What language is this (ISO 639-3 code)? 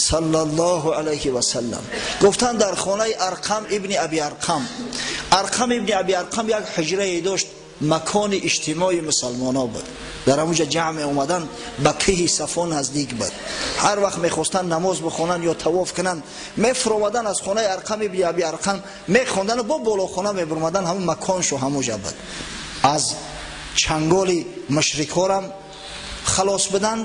tgk